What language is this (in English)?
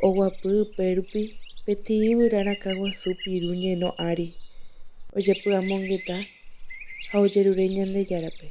Guarani